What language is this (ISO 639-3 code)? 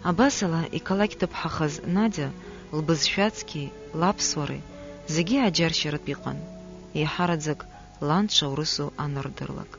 abk